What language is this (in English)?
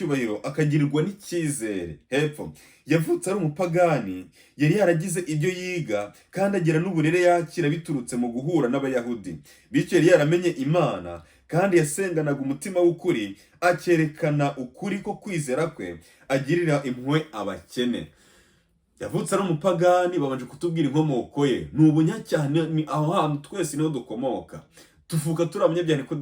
Kinyarwanda